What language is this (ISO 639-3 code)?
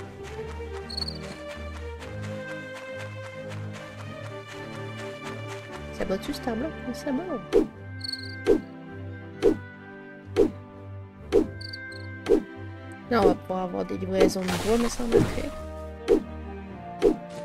fra